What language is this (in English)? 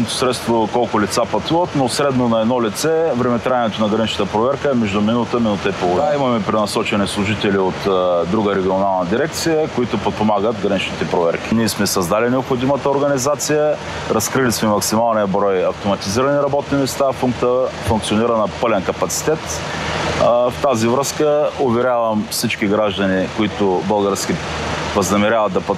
Bulgarian